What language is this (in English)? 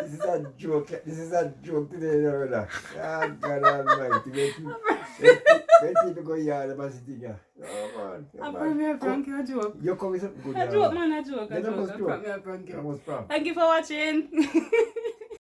Jamaican Creole English